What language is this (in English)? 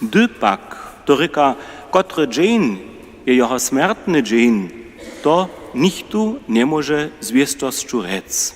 Upper Sorbian